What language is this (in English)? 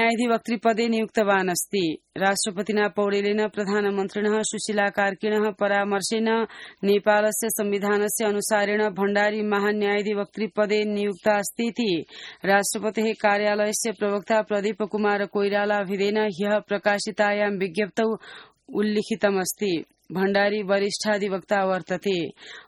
Sanskrit